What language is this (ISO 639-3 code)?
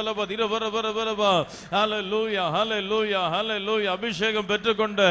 tam